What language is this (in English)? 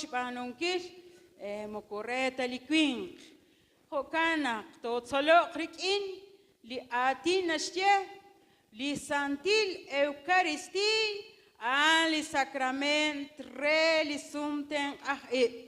Kekchí